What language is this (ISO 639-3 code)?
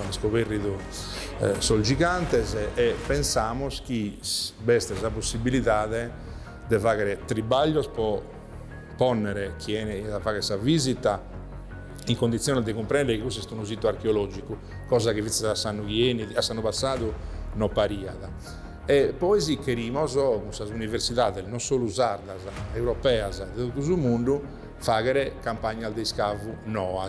srd